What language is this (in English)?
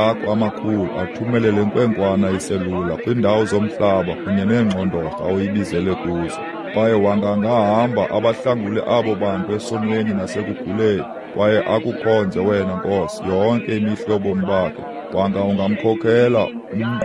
Xhosa